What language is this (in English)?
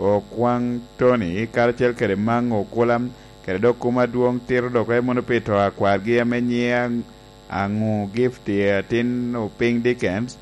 Lango (Uganda)